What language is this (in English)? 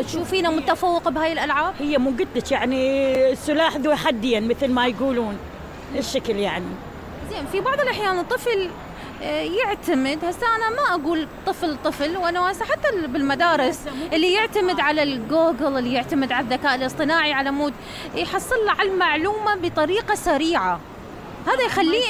Mesopotamian Arabic